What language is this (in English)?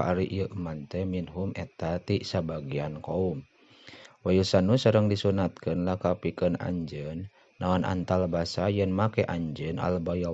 Sundanese